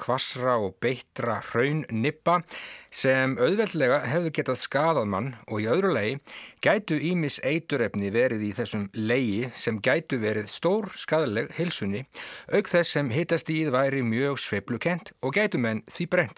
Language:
Icelandic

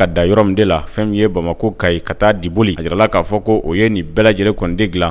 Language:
Bambara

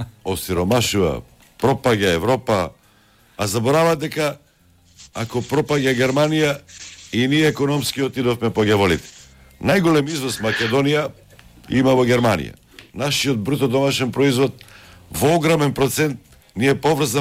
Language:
Macedonian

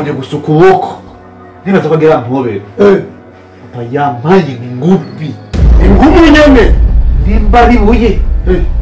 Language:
Rundi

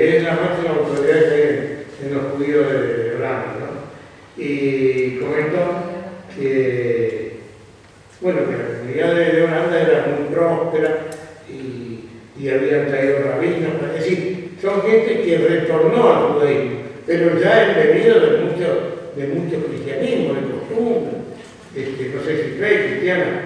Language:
Ladino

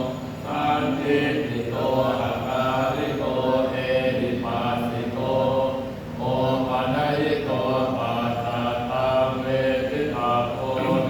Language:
Pali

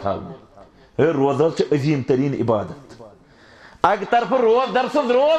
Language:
Kashmiri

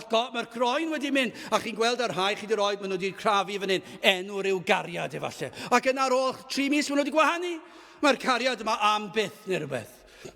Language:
Welsh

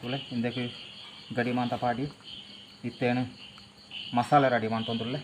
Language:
Tulu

